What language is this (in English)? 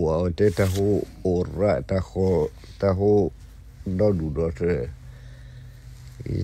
S'gaw Karen